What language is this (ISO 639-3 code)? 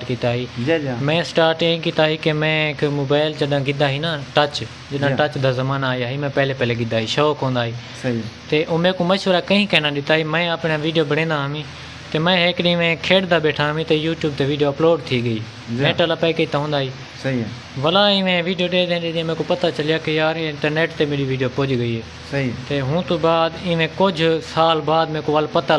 skr